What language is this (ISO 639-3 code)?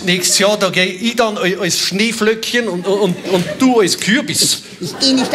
bar